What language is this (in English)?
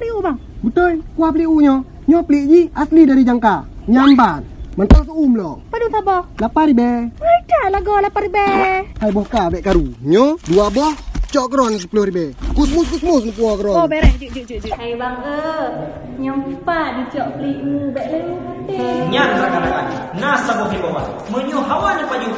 Achinese